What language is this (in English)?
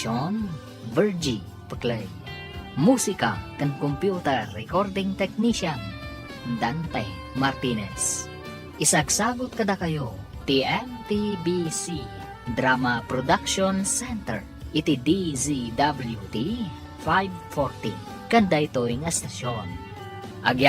Iloko